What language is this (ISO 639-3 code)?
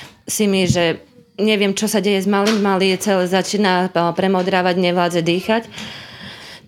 slk